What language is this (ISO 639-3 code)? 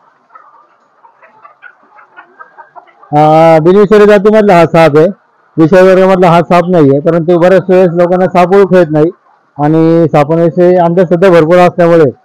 mar